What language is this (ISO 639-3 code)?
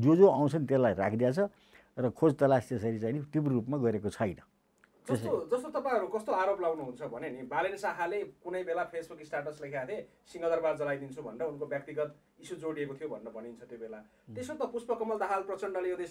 nep